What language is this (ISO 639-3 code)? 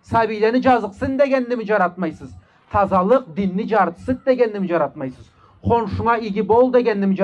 krc